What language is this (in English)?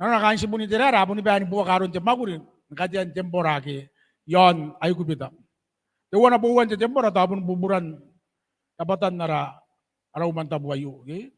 Gilbertese